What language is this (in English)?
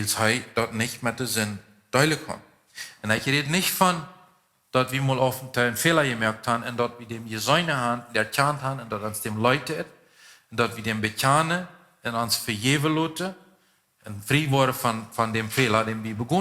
Plautdietsch